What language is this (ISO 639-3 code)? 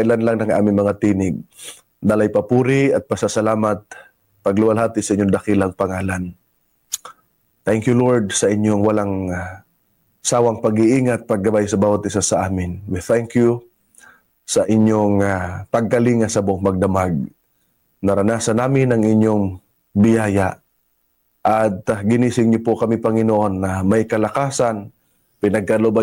fil